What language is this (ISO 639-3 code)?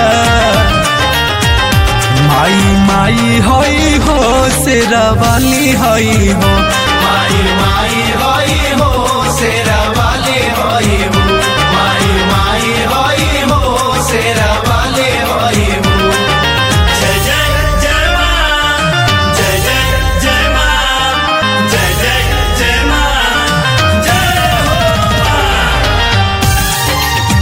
bho